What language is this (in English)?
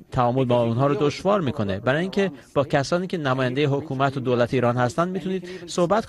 Persian